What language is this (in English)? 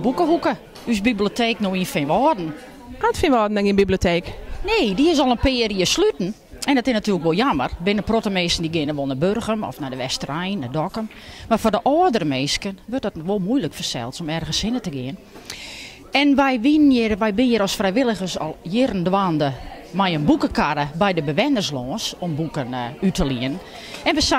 Western Frisian